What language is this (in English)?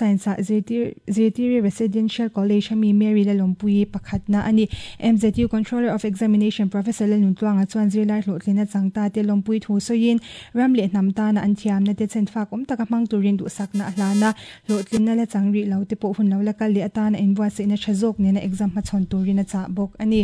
Mizo